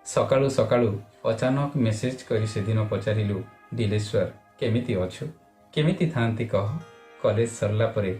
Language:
Odia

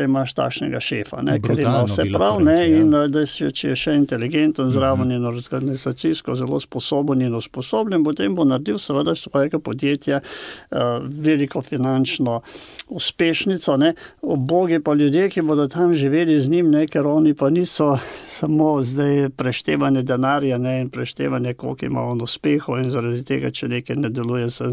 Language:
Slovenian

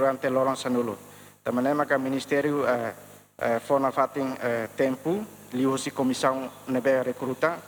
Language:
Tetum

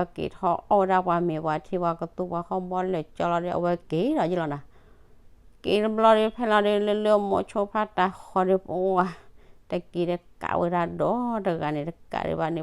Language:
S'gaw Karen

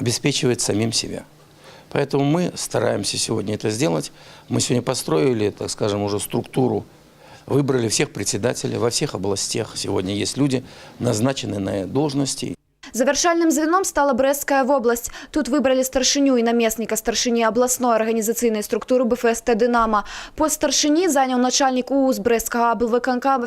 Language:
Belarusian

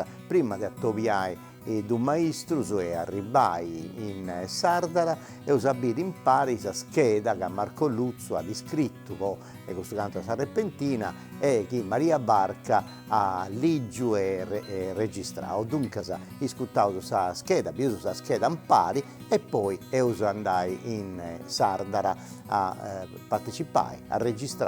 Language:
Sardinian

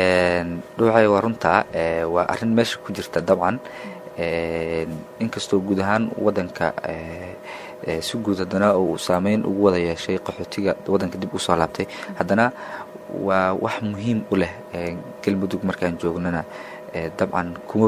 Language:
Somali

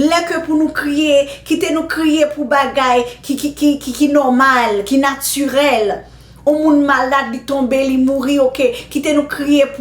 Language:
Haitian Creole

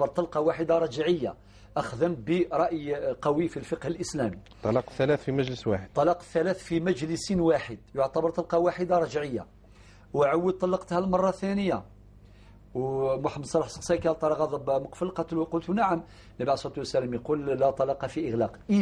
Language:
Algerian Arabic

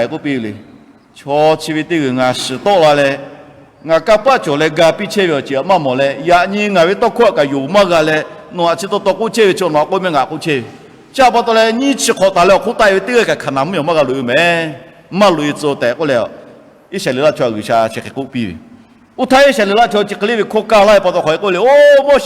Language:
Lahu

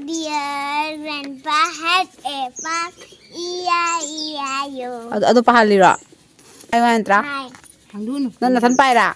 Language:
Manipuri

